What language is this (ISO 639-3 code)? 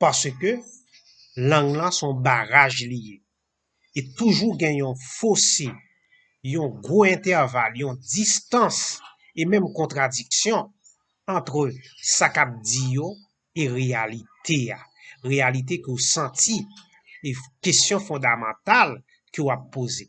hat